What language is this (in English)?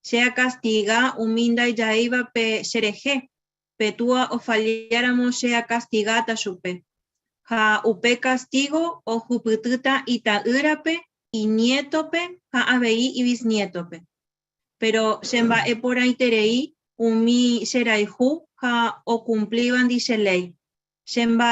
Guarani